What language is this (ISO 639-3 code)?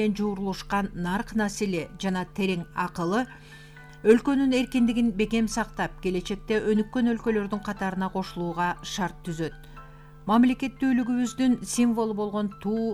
kir